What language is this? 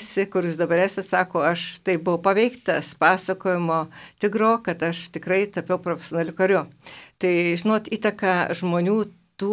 Lithuanian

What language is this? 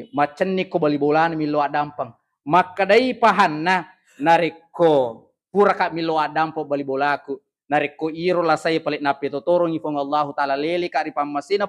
Buginese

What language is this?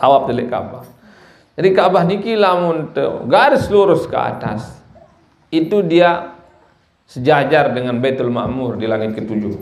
Sasak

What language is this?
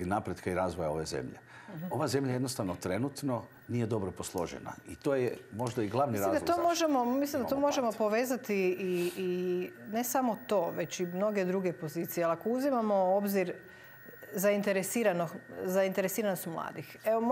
Croatian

